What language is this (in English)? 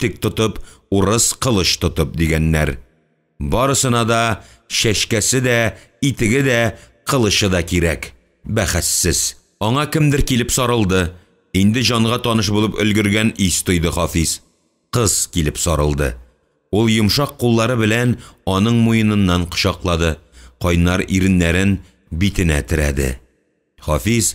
Tatar